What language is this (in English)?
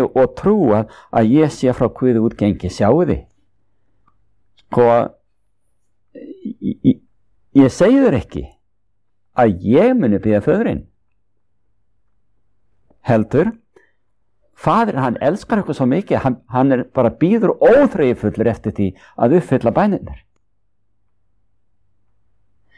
Icelandic